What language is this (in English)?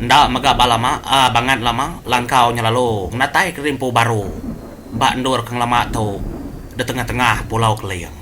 Iban